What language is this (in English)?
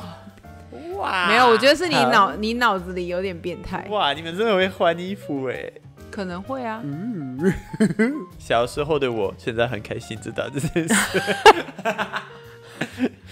Chinese